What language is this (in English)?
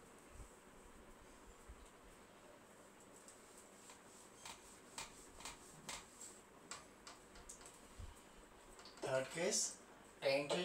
Hindi